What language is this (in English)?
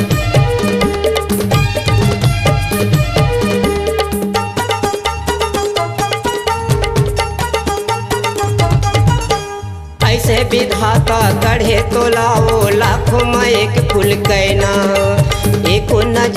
Chhattisgarhi